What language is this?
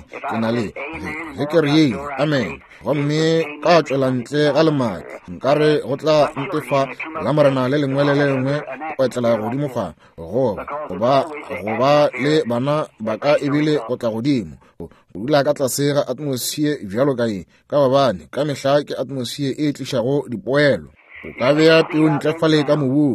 Northern Sotho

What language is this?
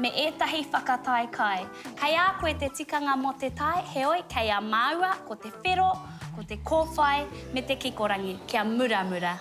Māori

